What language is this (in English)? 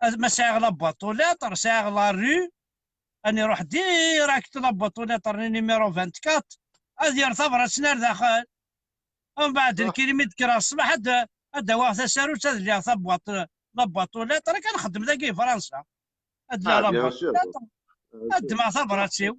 Kabyle